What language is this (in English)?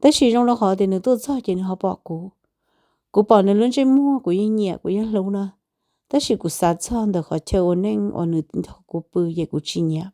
Hmong